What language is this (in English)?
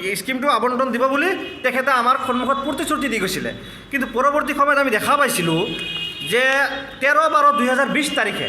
Assamese